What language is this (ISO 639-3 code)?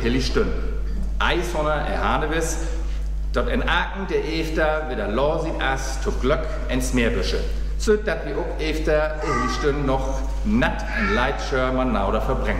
frr